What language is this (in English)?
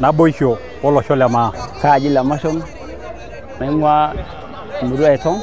Masai